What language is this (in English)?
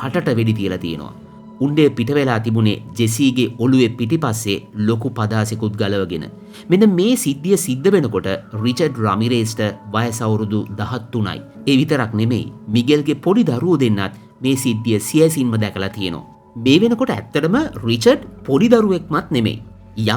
Sinhala